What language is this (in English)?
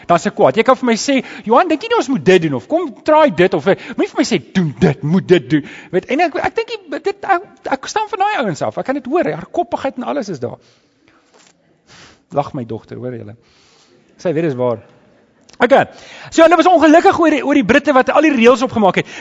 Afrikaans